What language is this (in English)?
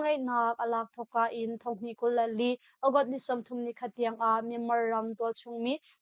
Hakha Chin